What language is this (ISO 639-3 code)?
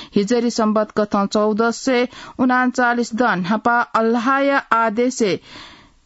new